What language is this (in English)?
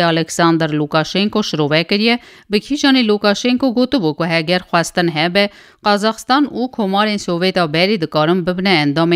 Kurdish